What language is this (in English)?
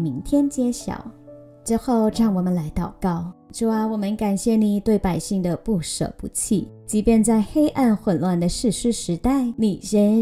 Chinese